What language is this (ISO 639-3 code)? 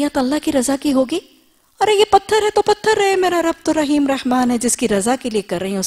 urd